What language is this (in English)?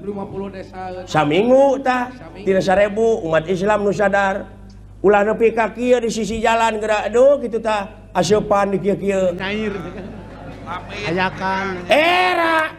Sundanese